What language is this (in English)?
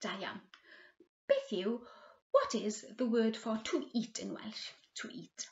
Welsh